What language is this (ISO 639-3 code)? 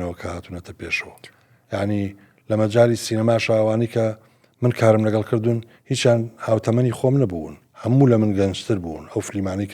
ckb